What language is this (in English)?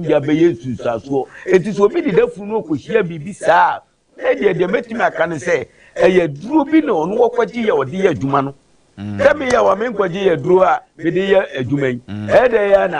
Akan